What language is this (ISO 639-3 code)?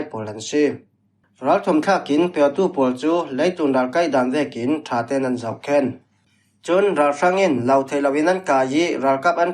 cfm